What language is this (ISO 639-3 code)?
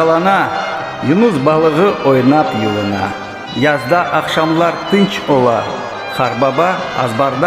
crh